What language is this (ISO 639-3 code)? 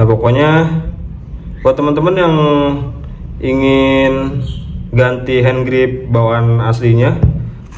ind